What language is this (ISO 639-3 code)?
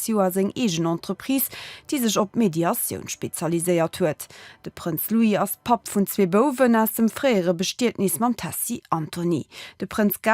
ltz